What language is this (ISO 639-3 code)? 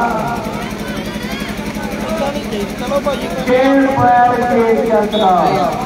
pan